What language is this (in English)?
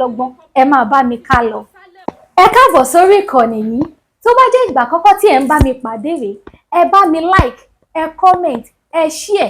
Yoruba